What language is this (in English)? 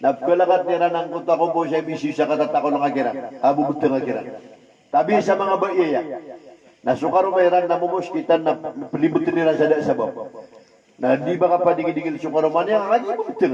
Maranao